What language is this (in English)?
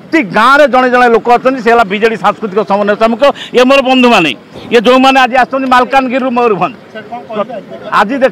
Odia